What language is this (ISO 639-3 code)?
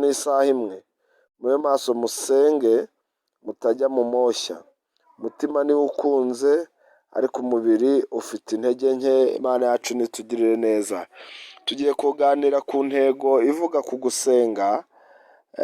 kin